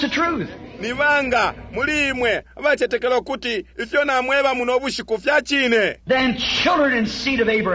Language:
Bemba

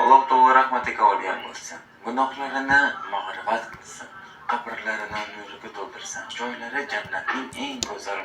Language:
Uzbek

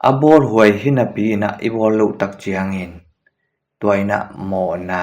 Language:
Tedim Chin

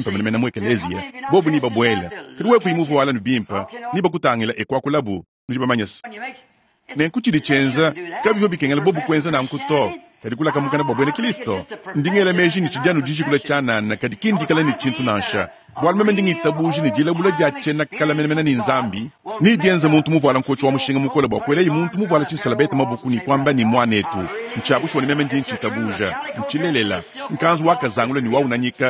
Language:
Luba-Lulua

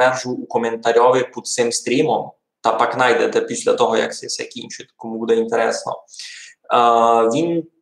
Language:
Rusyn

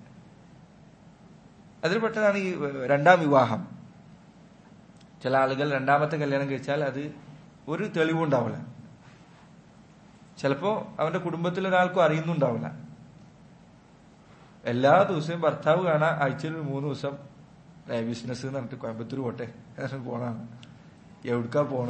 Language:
Malayalam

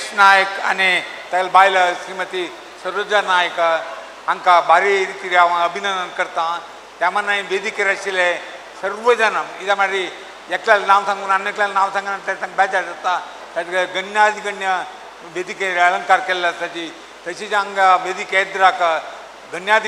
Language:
Konkani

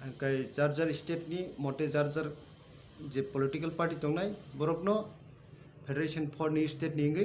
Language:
Kok Borok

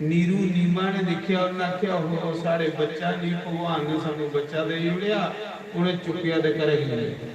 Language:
Dogri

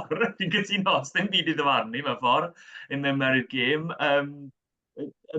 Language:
Welsh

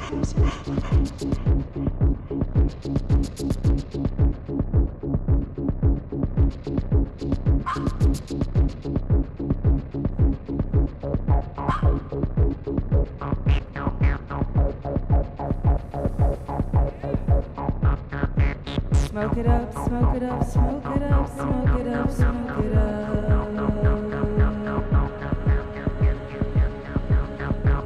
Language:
Dutch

